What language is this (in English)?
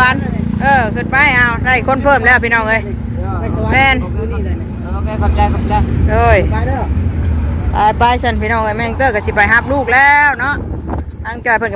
Northeastern Thai